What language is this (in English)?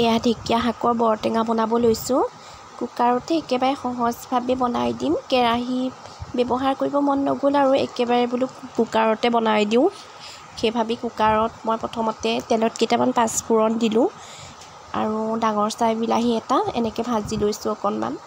Assamese